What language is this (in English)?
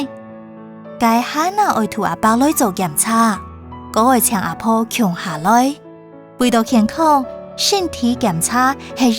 Hakka Chinese